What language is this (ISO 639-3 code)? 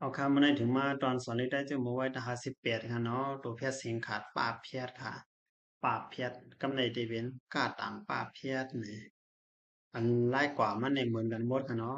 shn